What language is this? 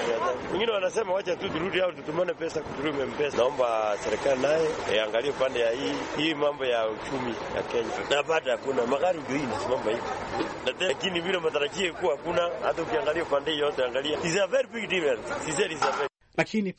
Swahili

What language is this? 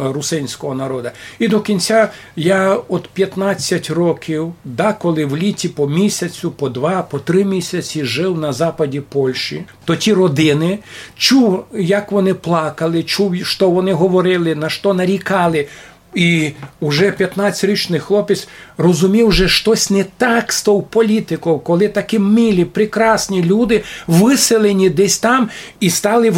Rusyn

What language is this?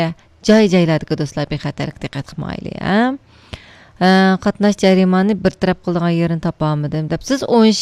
Uyghur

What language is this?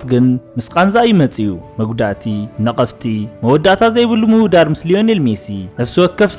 Tigrinya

